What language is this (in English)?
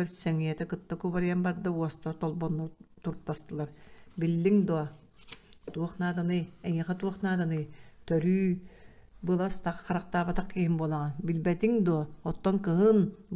Yakut